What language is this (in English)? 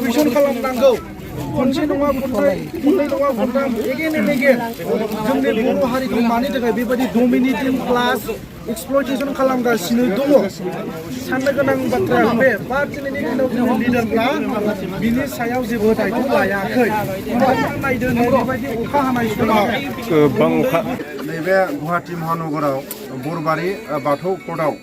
Bodo